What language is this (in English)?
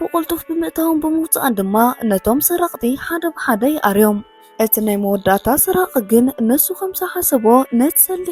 Tigrinya